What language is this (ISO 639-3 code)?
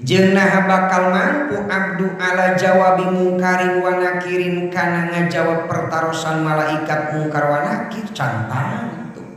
sun